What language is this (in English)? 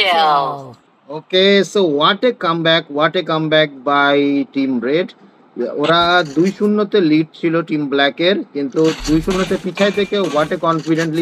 Bangla